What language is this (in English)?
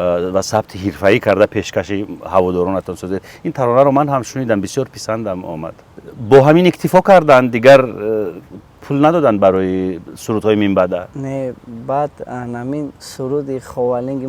Tajik